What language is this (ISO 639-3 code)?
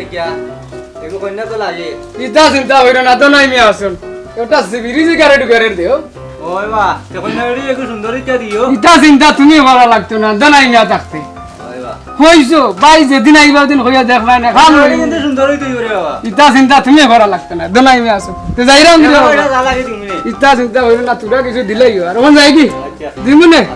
syl